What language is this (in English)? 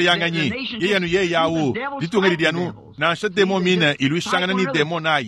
Luba-Lulua